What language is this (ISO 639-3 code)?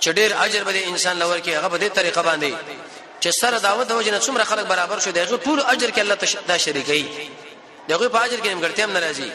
pus